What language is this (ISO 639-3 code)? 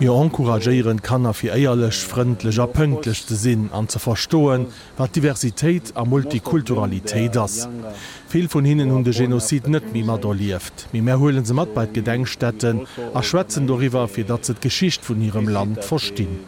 ltz